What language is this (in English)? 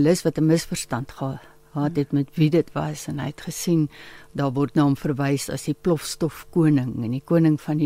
Afrikaans